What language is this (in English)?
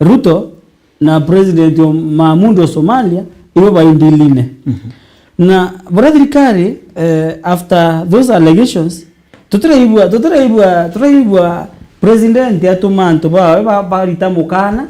Meru